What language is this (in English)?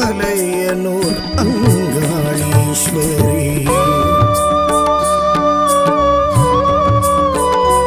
Tamil